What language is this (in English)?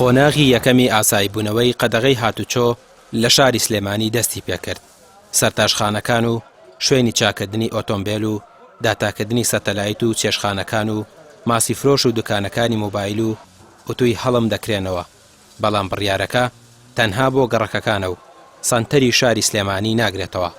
Central Kurdish